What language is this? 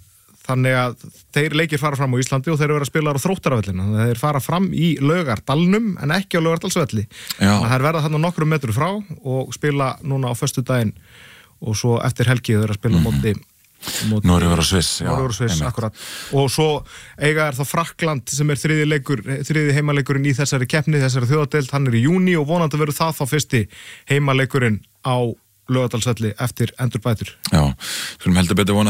Icelandic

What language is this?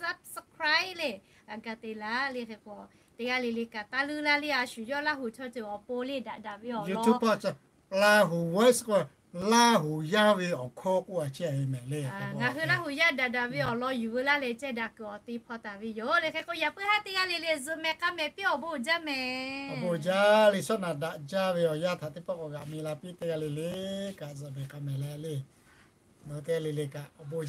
Lahu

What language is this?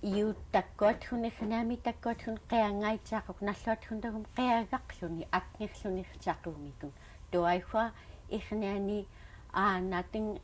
Central Yupik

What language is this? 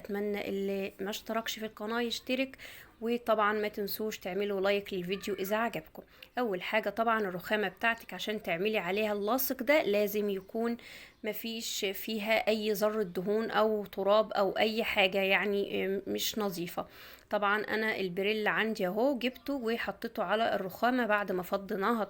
Egyptian Arabic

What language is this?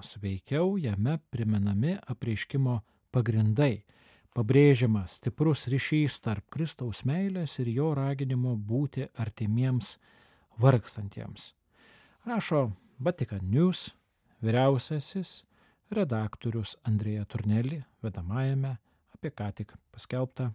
Lithuanian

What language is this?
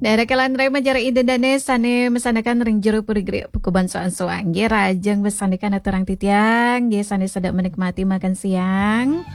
Balinese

